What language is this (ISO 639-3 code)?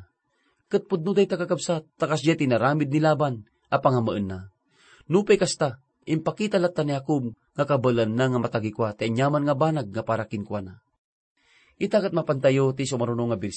ilo